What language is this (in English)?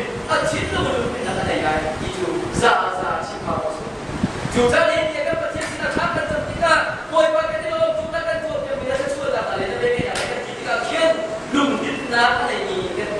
Hakha Chin